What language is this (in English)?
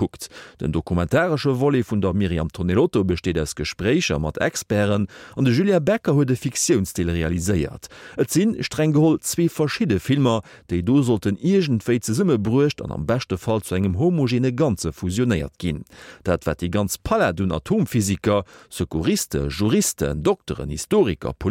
Luxembourgish